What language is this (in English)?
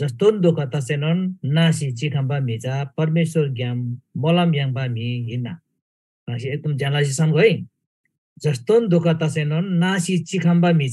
Eastern Tamang